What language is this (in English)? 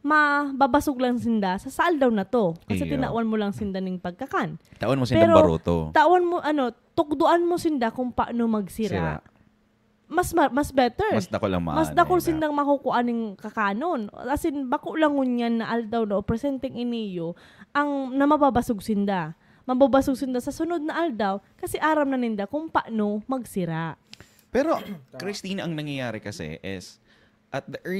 Bikol